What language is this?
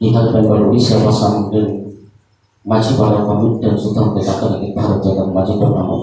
Santali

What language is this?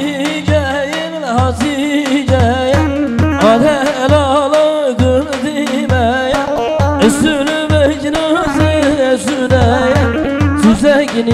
Kurdish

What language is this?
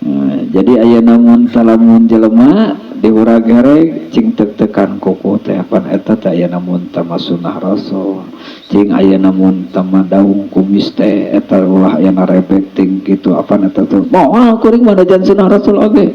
Sundanese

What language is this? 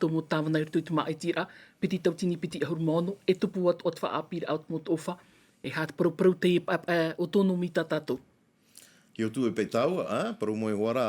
Tahitian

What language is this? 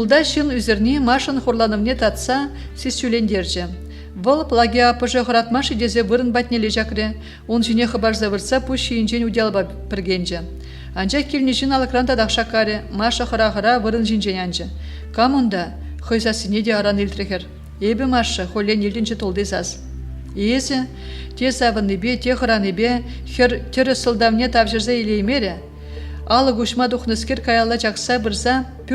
Chuvash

